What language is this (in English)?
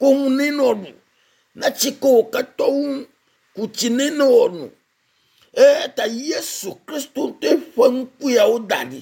Ewe